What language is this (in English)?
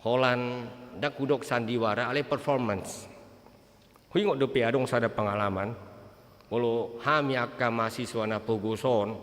Batak Toba